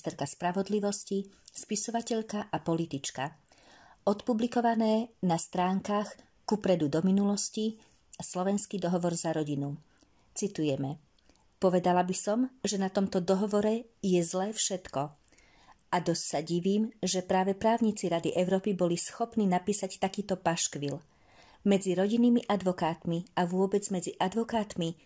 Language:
Slovak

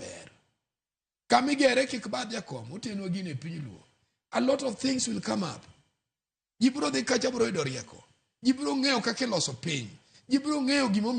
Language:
Luo (Kenya and Tanzania)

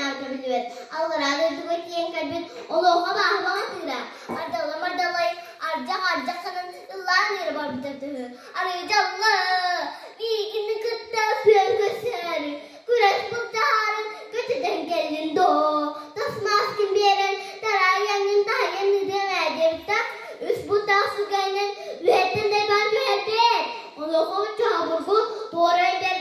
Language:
Yakut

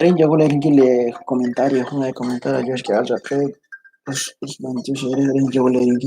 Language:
Kekchí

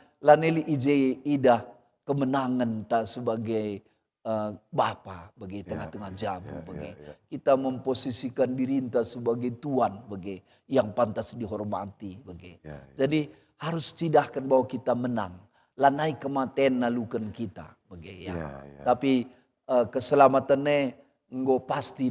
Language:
Batak Karo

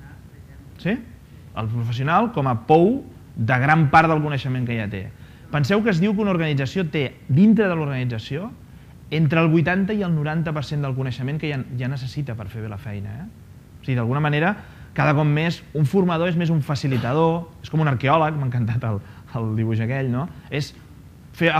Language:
Catalan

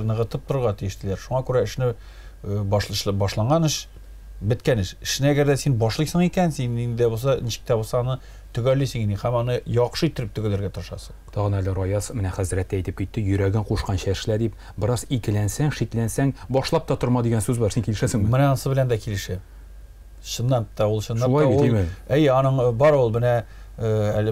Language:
Tatar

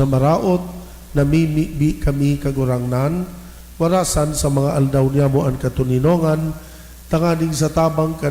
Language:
Bikol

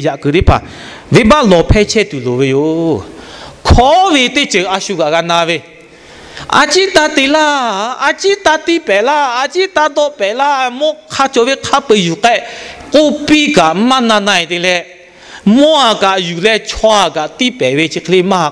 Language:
Lahu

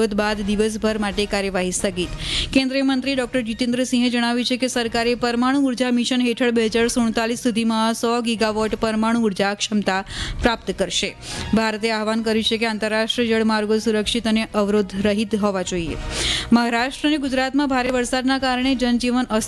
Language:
Gujarati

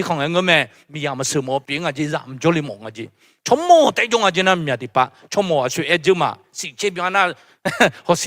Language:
Akha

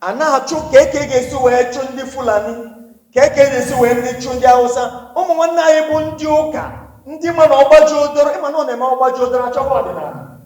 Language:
Igbo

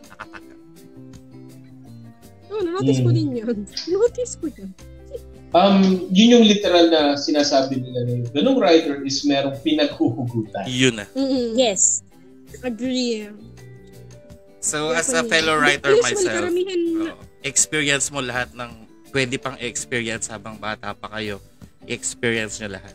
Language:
Filipino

